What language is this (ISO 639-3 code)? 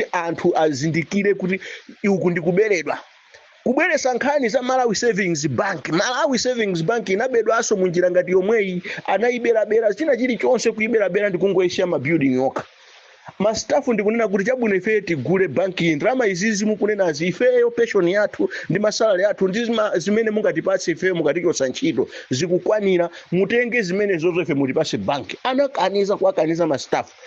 nya